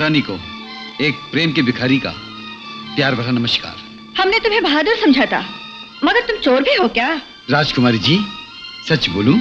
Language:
Hindi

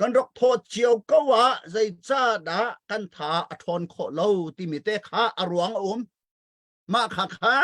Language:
Hakha Chin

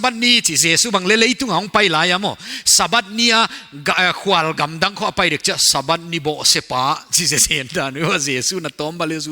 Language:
Paite Chin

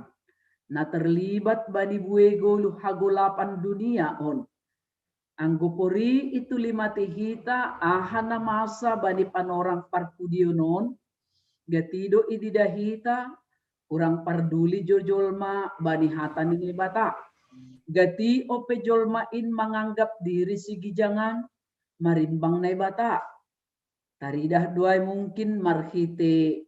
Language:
Batak Simalungun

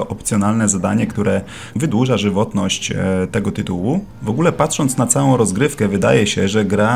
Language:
Polish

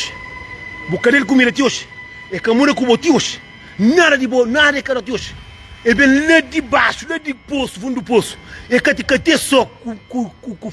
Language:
Kabuverdianu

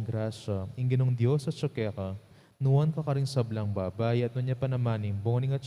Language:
Pampanga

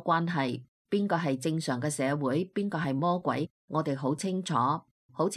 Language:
Cantonese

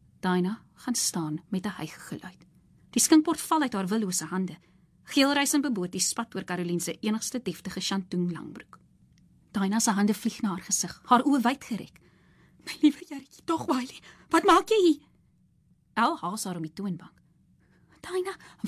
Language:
Afrikaans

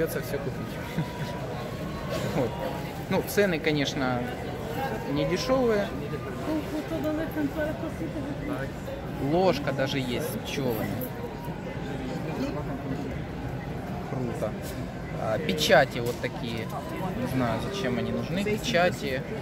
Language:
Russian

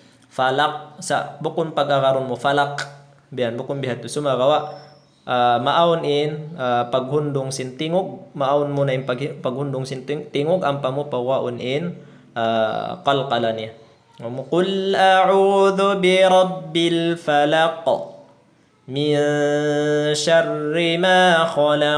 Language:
Tausug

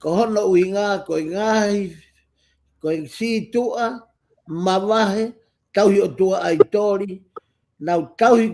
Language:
Tongan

